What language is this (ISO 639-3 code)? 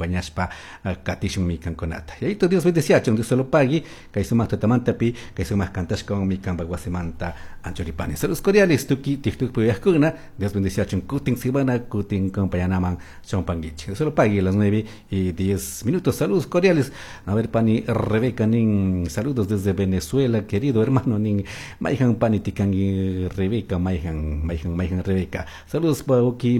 qug